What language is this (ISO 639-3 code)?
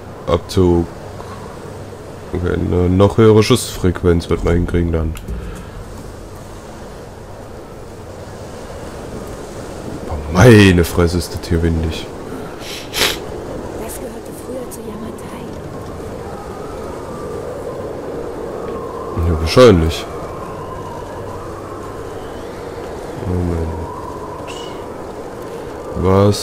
deu